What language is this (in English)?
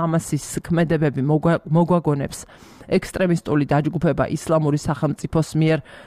Georgian